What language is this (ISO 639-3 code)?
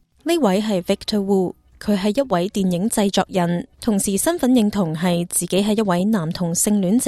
yue